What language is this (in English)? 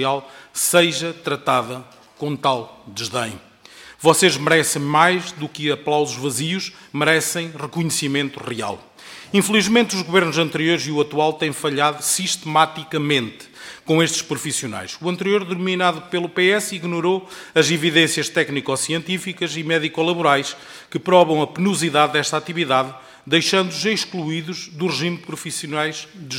Portuguese